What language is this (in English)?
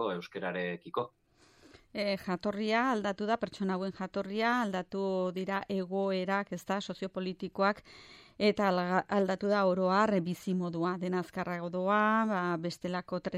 Basque